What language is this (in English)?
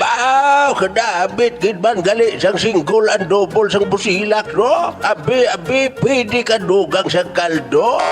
Hiligaynon